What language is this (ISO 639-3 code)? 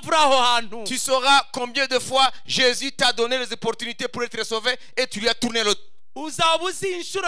kin